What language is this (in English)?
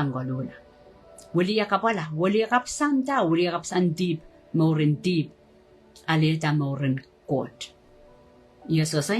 Pohnpeian